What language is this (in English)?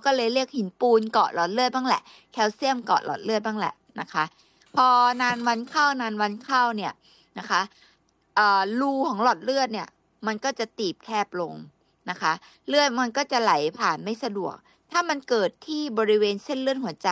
Thai